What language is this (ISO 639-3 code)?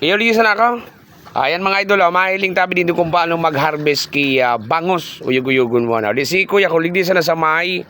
bik